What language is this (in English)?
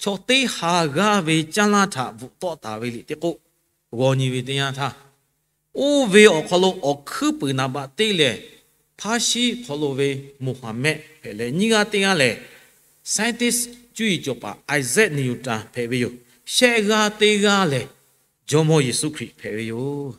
Lahu